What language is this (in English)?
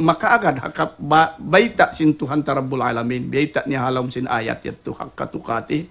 Tausug